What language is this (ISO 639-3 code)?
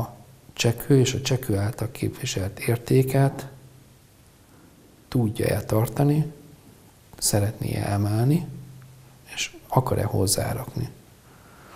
hun